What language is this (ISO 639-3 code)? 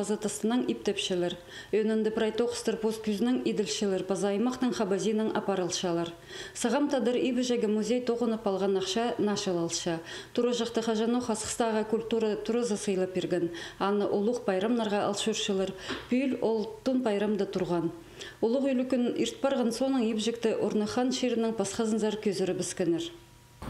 kjh